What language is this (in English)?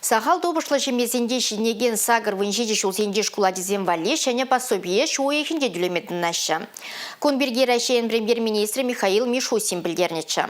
Chuvash